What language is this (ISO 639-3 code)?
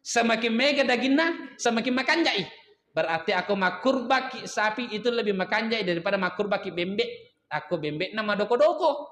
bug